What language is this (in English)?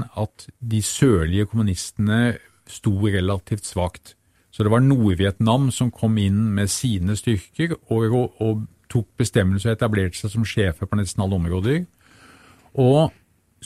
Norwegian